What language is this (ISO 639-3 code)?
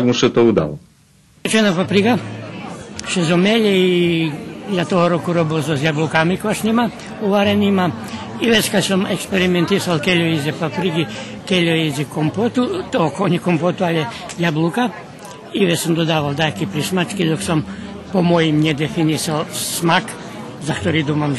rue